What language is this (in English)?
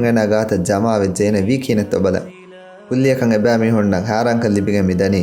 Divehi